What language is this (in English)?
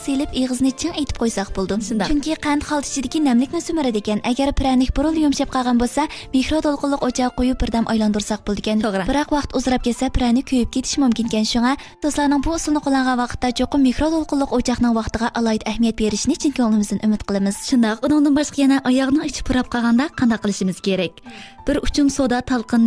Uyghur